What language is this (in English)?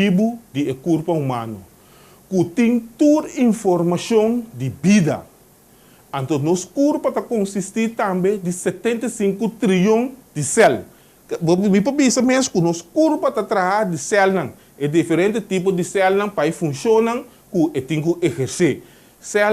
Papiamento